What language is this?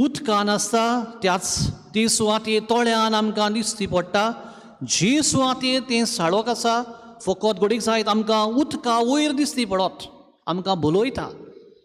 Konkani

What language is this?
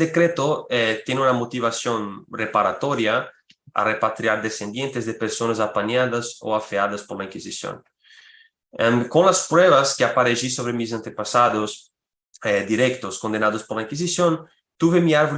Ladino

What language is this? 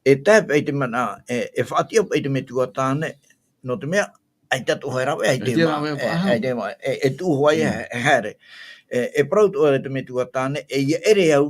Tahitian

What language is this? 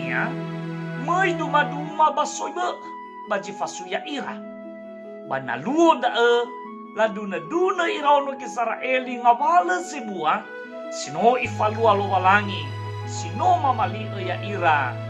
Nias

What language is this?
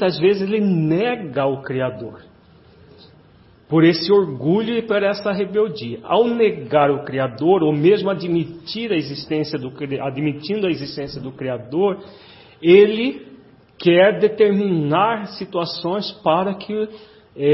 Portuguese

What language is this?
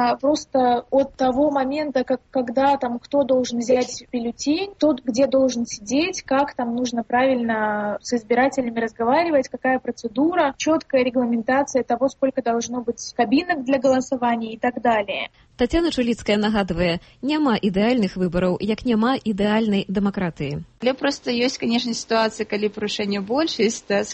Belarusian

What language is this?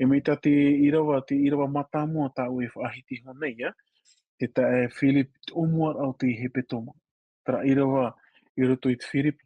Tahitian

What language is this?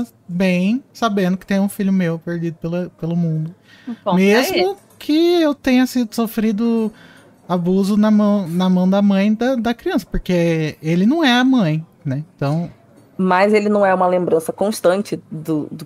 Portuguese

